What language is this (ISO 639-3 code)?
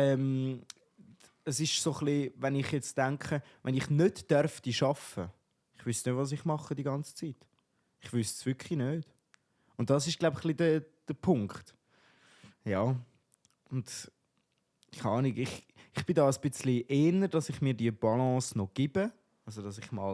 gsw